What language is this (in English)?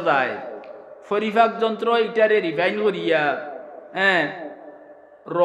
Sylheti